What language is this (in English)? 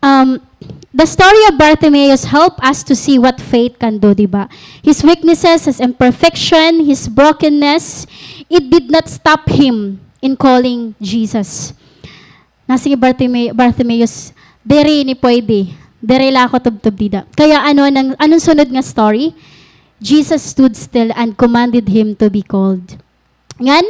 Waray